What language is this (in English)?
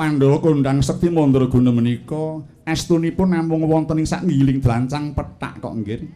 Javanese